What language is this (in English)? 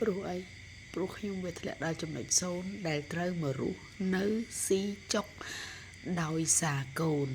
Khmer